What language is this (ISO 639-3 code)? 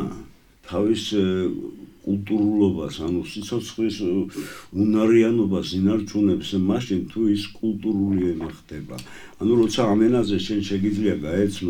kat